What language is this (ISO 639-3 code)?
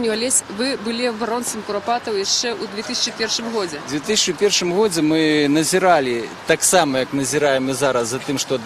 bel